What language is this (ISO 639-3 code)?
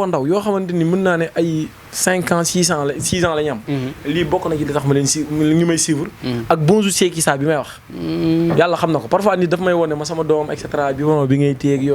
wol